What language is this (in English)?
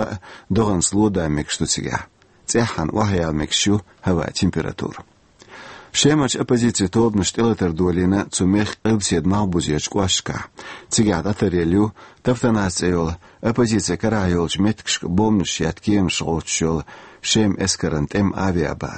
Chechen